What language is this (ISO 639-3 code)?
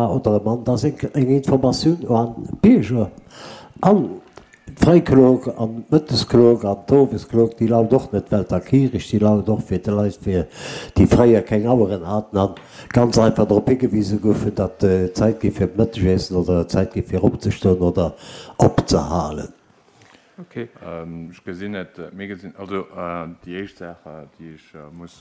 ltz